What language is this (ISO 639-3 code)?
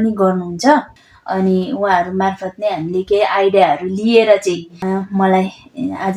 nep